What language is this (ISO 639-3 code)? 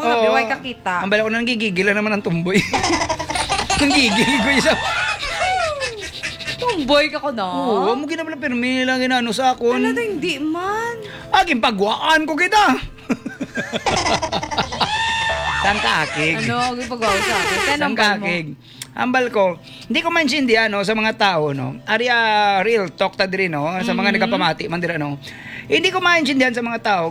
hil